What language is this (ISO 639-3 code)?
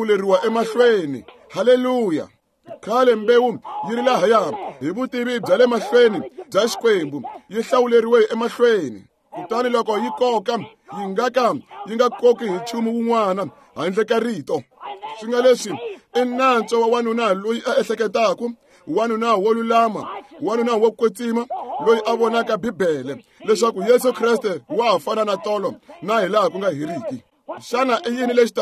tso